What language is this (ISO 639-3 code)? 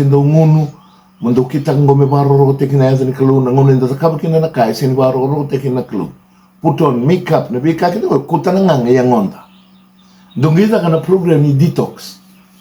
fij